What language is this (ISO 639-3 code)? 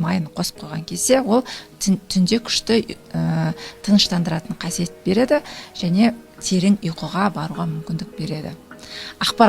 kaz